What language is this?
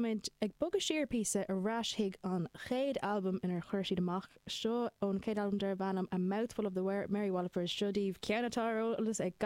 Irish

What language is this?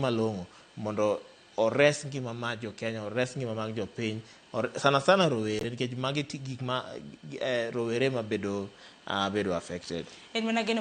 Luo (Kenya and Tanzania)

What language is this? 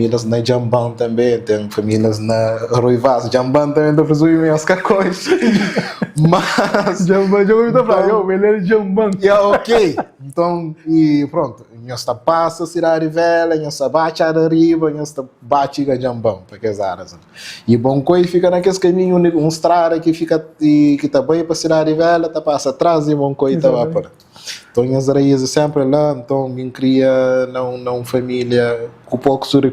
Kabuverdianu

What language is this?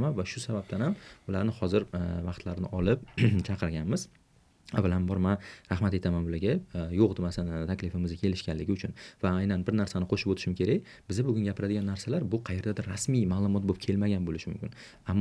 Uzbek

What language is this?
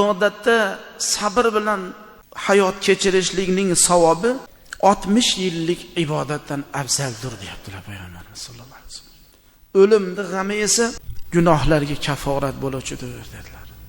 Uzbek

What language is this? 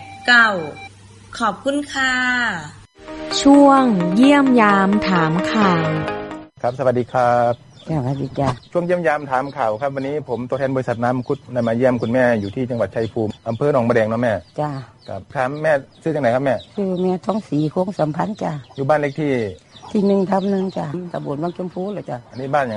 Thai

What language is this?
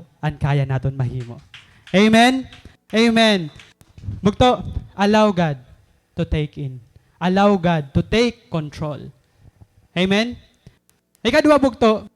Waray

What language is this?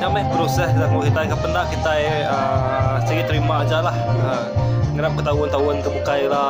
Iban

